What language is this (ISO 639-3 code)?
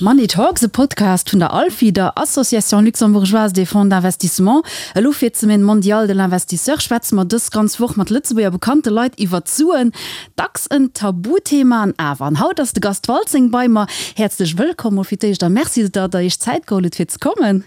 ltz